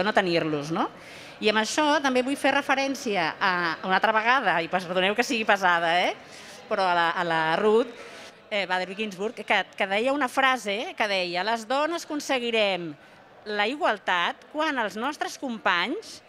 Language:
Catalan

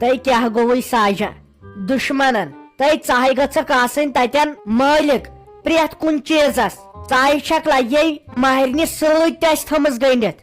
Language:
Kashmiri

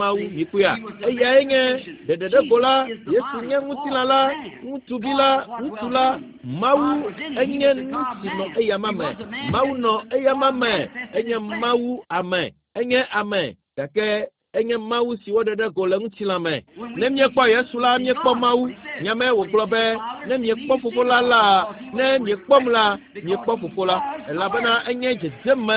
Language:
Ewe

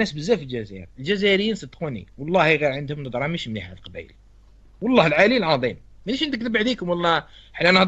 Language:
Algerian Arabic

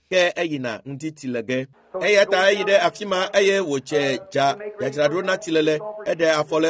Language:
Ewe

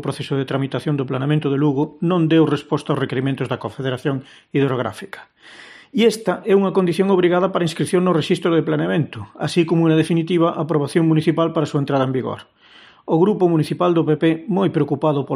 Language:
Galician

